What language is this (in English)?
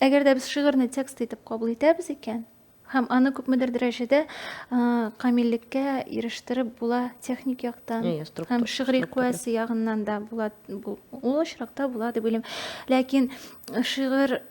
Tatar